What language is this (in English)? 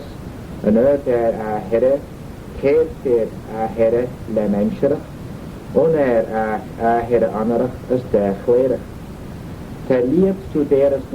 Manx